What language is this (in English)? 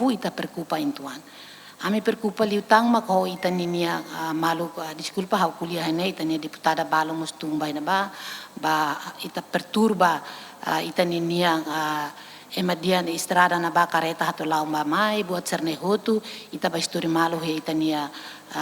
Tetum